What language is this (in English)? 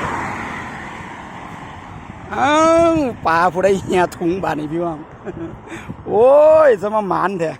Lao